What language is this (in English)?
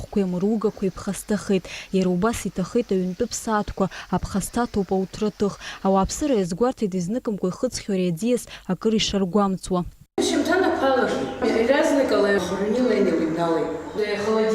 Abkhazian